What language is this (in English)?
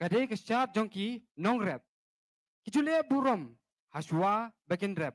Khasi